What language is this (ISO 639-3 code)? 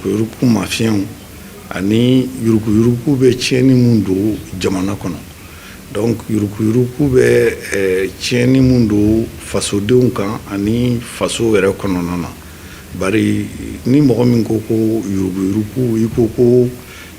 bam